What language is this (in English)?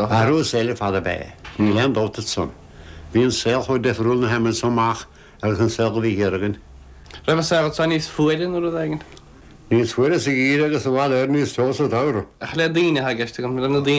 Irish